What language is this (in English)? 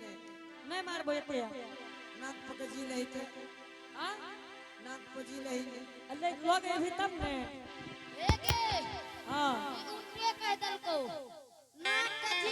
Angika